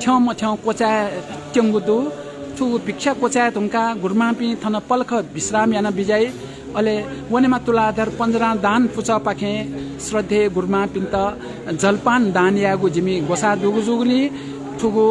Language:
Newari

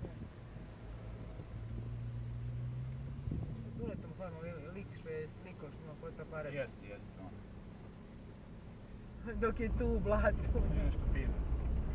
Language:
Croatian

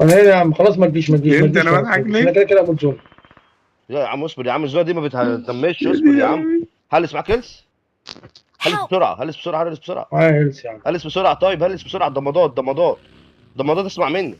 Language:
Egyptian Arabic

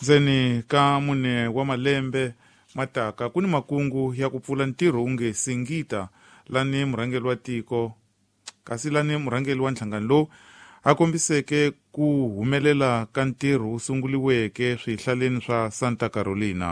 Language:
Tsonga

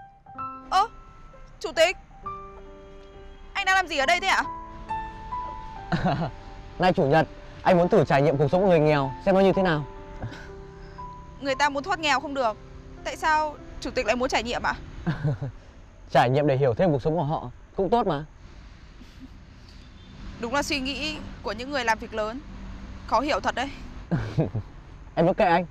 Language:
Vietnamese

